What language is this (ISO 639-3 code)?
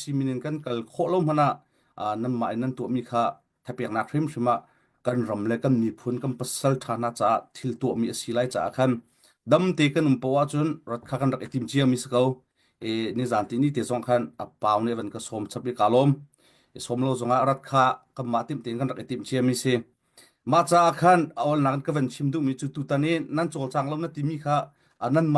cnh